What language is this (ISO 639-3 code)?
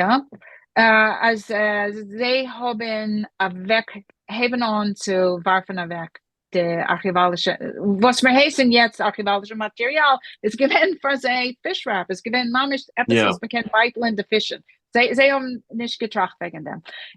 yid